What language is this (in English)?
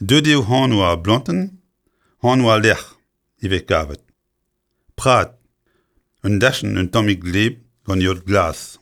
Breton